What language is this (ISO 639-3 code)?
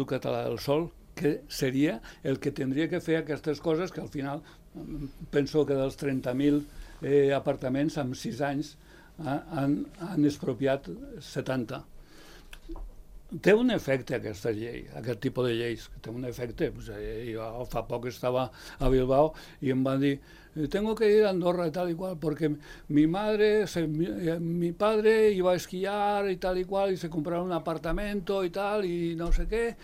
cat